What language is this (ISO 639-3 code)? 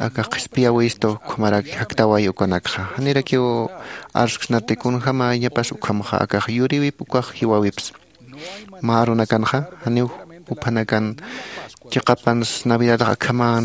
aym